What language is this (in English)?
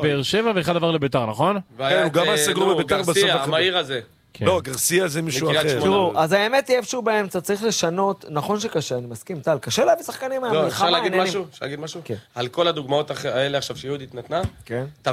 Hebrew